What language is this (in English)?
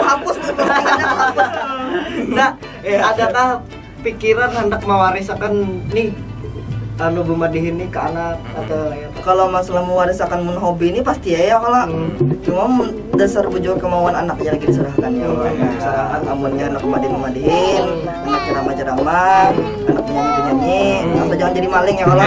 Banjar